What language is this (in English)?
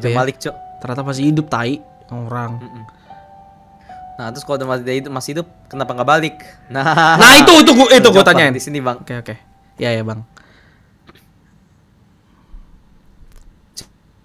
Indonesian